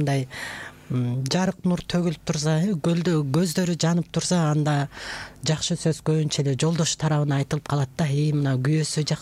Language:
Kyrgyz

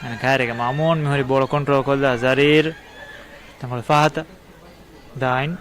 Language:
Divehi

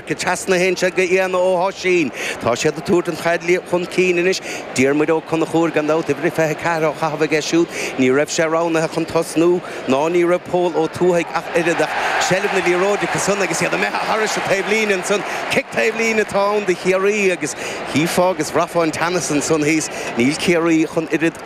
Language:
Irish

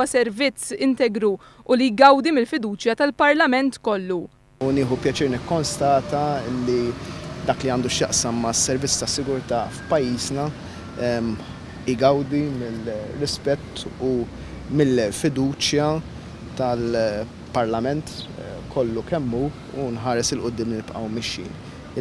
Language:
Maltese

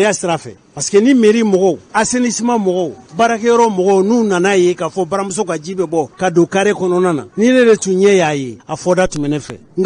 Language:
Bambara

